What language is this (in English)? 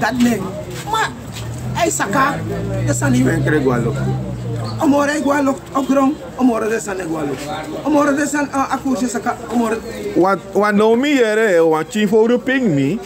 Sranan Tongo